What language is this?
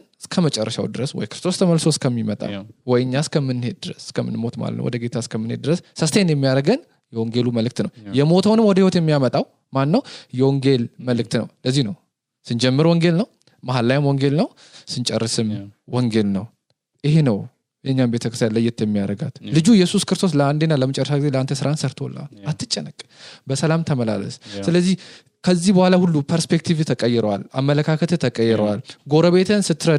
Amharic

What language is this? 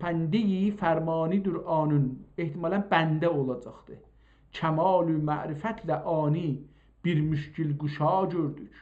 South Azerbaijani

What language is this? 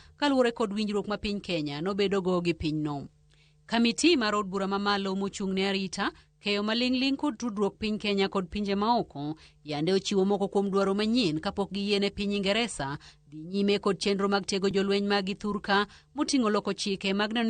Luo (Kenya and Tanzania)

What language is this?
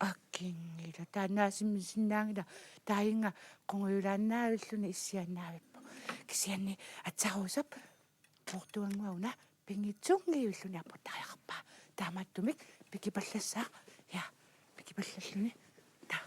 Kalaallisut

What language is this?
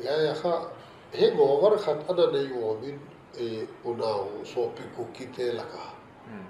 Paite Chin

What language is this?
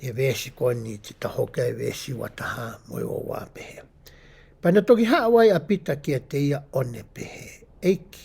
Tongan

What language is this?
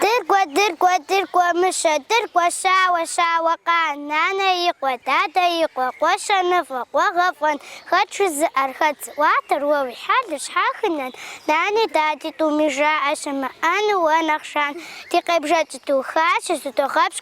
Kabardian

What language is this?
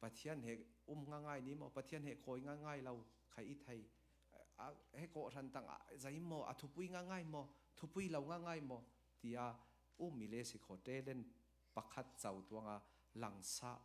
Falam Chin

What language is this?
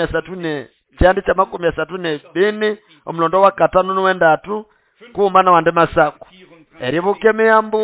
Nande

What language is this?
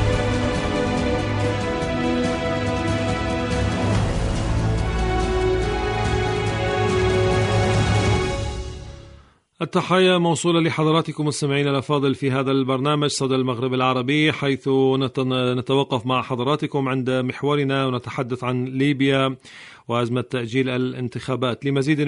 Arabic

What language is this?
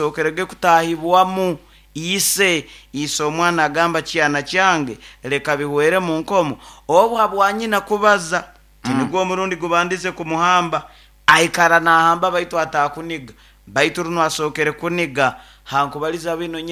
Nyoro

